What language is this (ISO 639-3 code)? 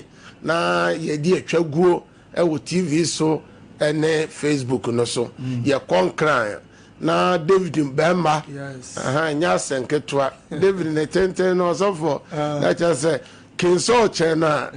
aka